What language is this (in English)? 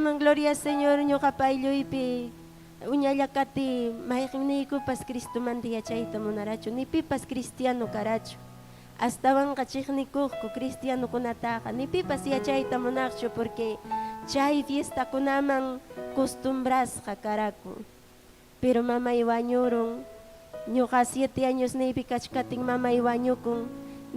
Ayacucho Quechua